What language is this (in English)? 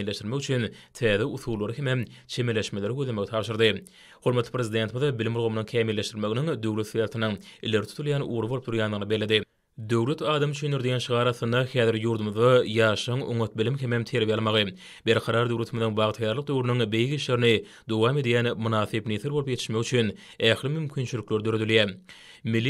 Turkmen